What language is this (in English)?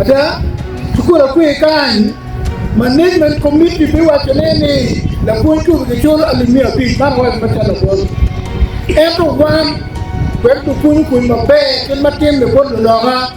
Acoli